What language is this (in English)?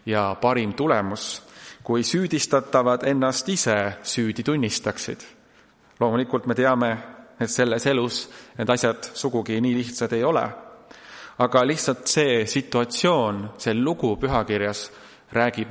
Estonian